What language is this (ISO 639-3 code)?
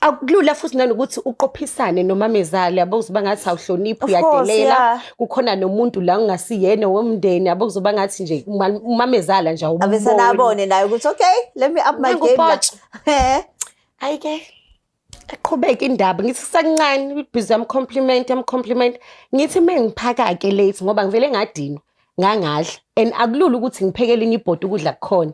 zul